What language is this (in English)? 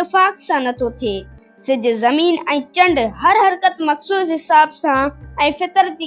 Sindhi